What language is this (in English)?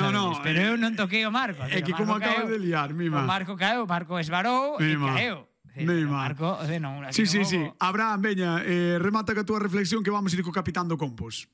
Galician